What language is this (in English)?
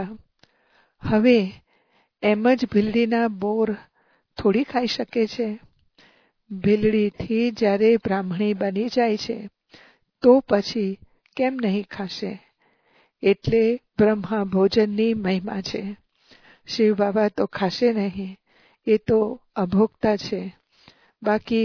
Gujarati